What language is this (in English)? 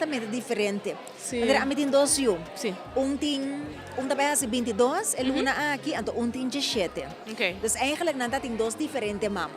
Papiamento